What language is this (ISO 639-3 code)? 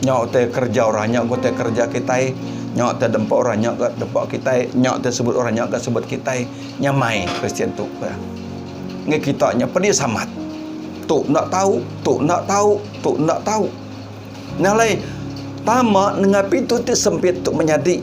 iba